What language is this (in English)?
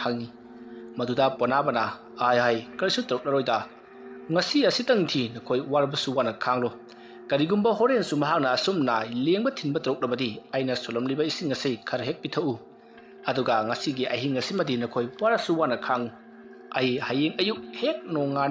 Manipuri